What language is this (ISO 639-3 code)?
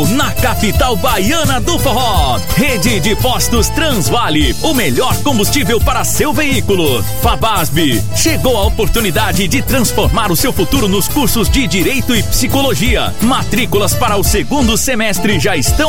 por